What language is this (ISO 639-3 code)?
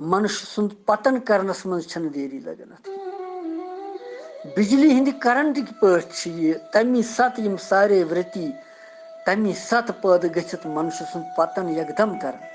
kas